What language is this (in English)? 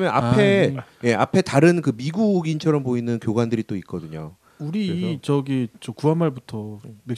Korean